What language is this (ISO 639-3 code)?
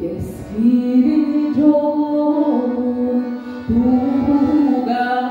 sah